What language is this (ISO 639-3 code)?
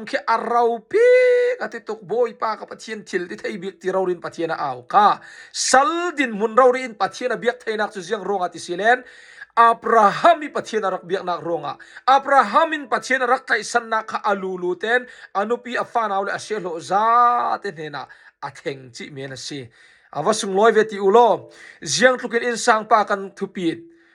cfm